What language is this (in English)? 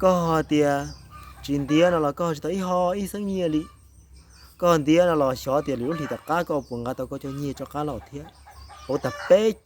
Hmong